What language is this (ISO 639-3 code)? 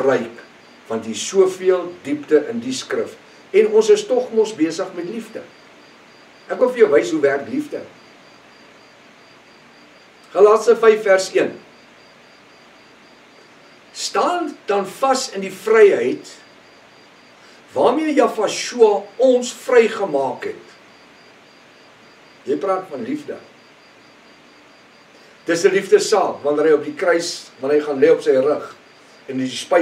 afr